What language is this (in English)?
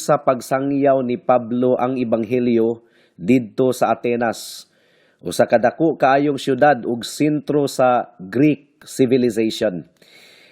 Cebuano